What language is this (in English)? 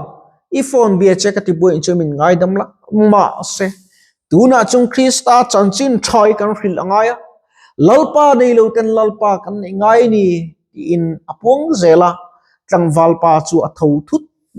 Mizo